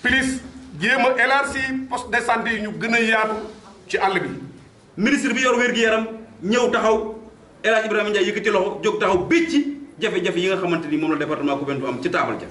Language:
Wolof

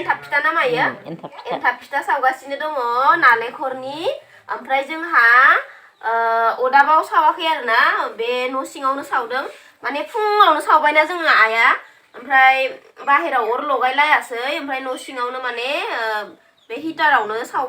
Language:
Bodo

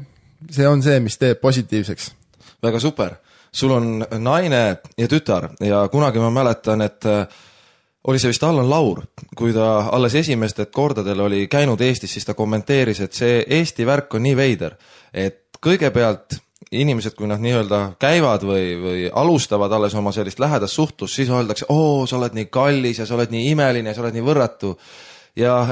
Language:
Estonian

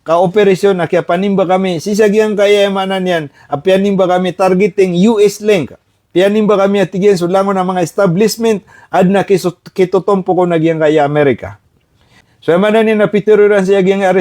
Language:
Maranao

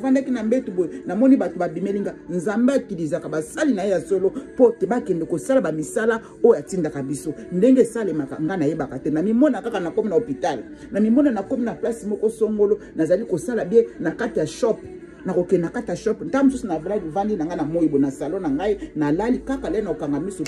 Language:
Lingala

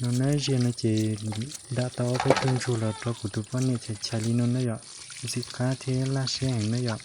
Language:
Hmong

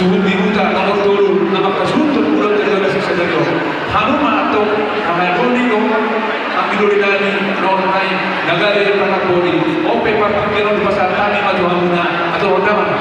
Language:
Batak Toba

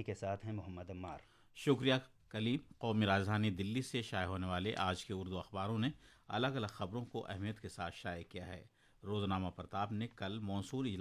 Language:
Urdu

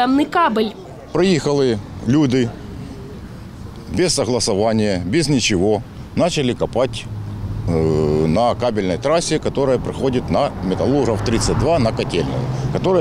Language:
Ukrainian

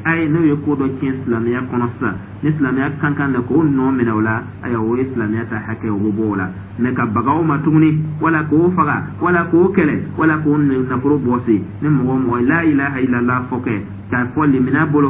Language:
Dyula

